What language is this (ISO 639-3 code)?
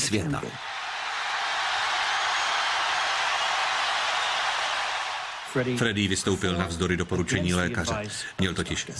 ces